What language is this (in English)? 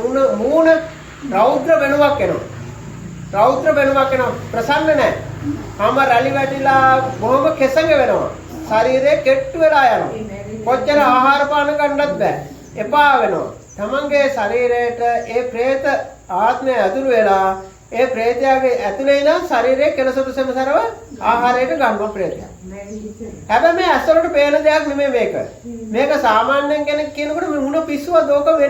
Sinhala